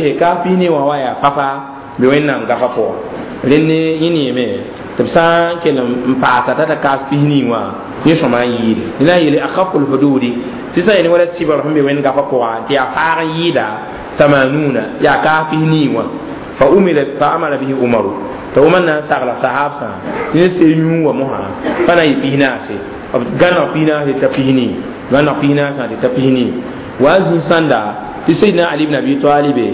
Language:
Mossi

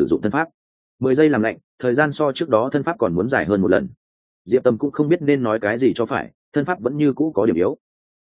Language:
Vietnamese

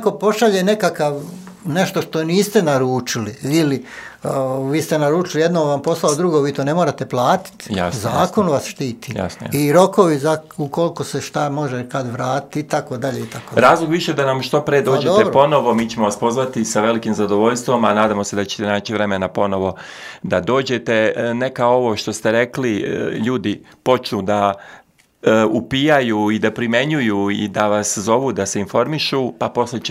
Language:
Serbian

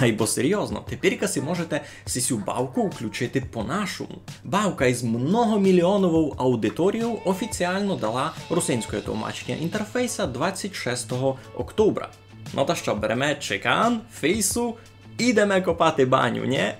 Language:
Rusyn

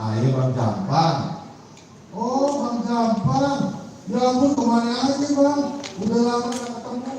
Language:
Betawi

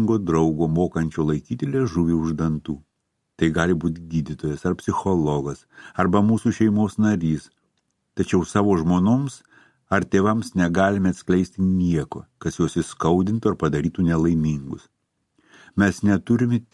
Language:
Lithuanian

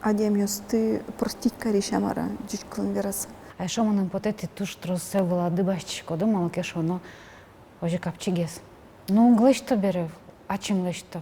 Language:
Udmurt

